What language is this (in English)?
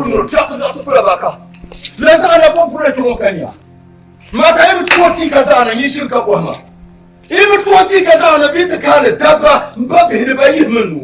Dagbani